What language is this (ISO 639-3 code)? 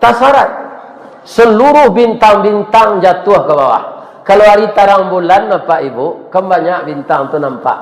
min